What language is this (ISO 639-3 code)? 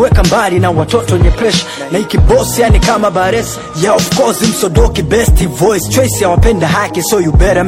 swa